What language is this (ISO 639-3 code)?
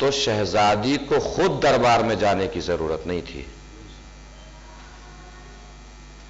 urd